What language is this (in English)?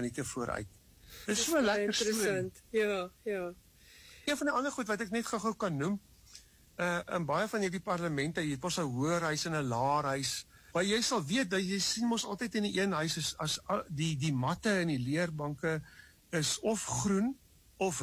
Afrikaans